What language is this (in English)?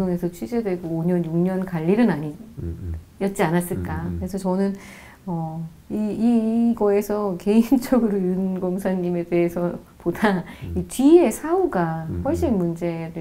Korean